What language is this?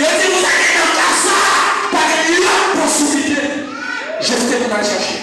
Haitian Creole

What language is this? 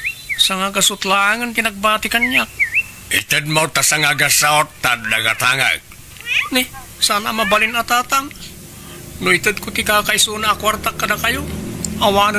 Iloko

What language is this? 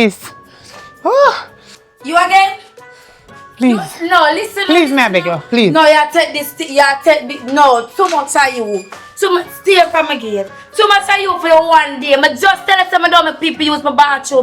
Jamaican Creole English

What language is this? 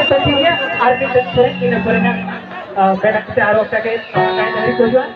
Santali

